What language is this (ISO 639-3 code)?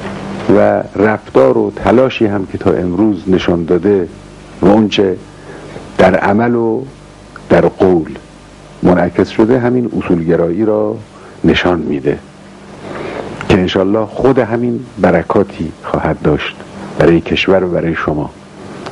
fas